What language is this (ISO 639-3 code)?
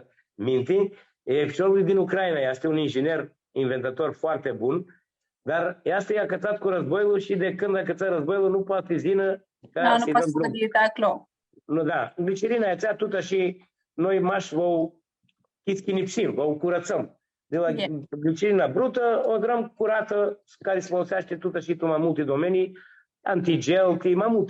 rup